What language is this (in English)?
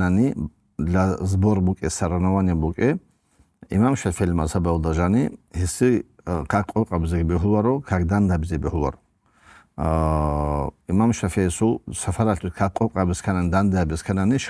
Avaric